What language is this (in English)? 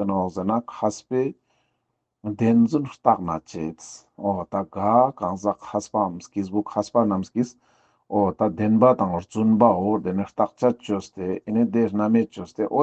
Ladakhi